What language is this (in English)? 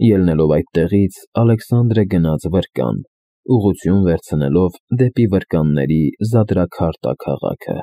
Armenian